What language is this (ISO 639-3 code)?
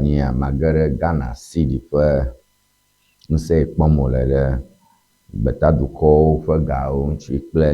ewe